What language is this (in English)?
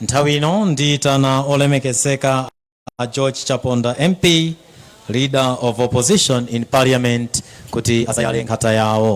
Nyanja